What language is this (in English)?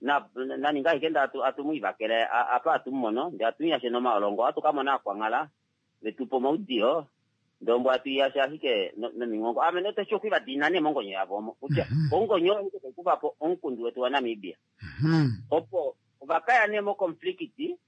Kuanyama